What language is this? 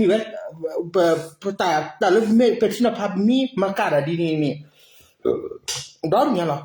S'gaw Karen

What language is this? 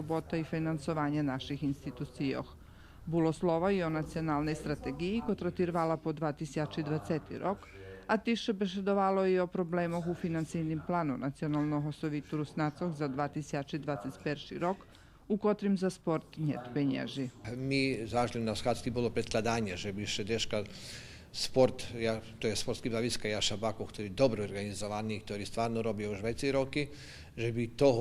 Rusyn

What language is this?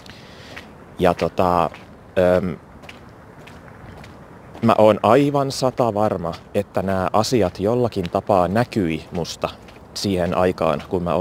Finnish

